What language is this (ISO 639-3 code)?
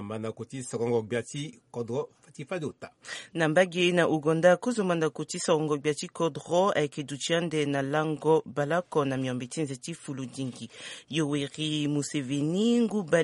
sag